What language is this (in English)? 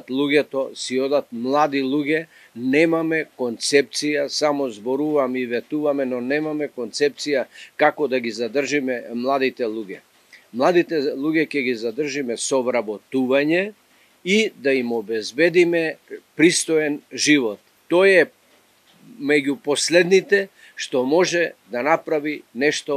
Macedonian